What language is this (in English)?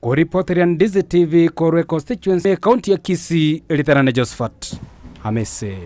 Gusii